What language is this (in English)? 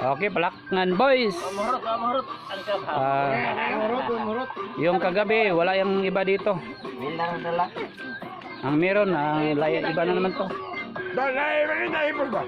Cebuano